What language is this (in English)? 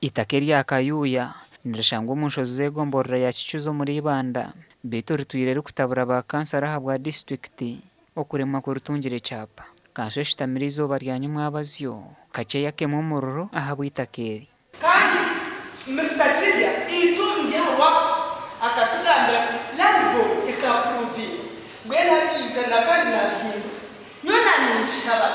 Nyankole